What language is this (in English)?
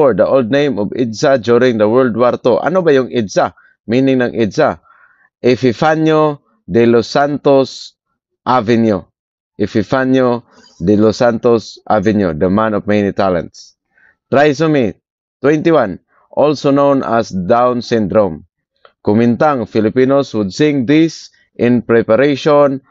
Filipino